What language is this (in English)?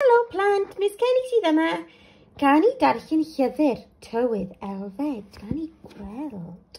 Welsh